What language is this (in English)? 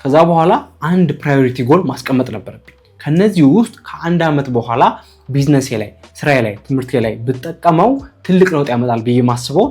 Amharic